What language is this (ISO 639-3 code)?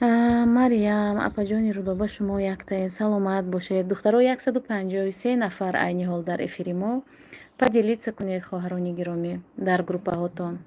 tgk